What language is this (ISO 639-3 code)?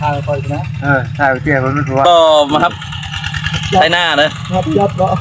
tts